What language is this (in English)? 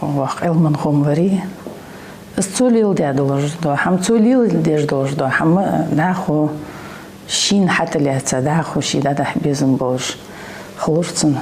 Ingush